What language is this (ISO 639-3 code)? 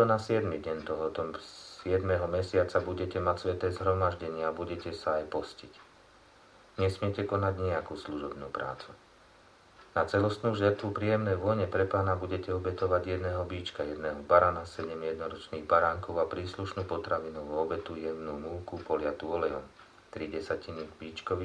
slk